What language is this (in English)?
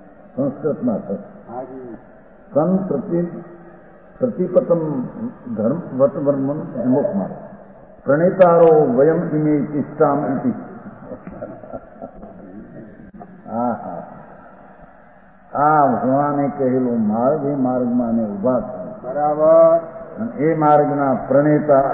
Gujarati